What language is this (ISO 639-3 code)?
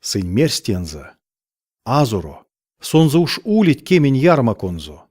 myv